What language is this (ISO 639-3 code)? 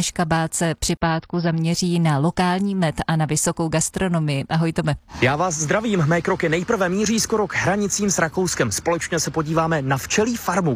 ces